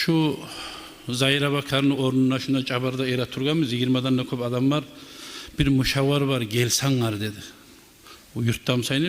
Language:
Kumyk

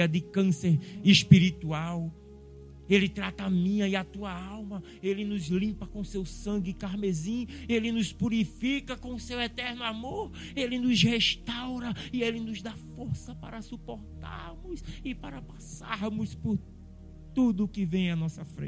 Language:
Portuguese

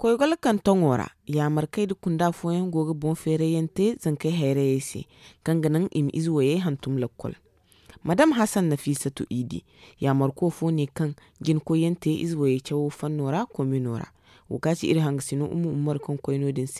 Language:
Zarma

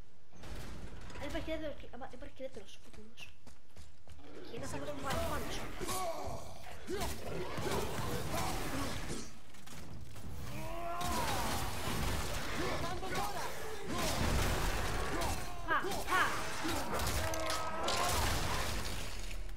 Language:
Greek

